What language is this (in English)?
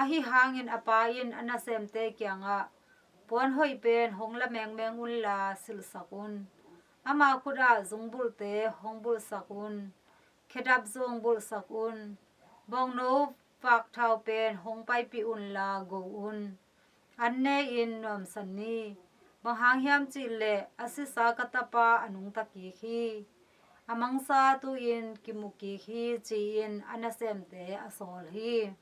Tedim Chin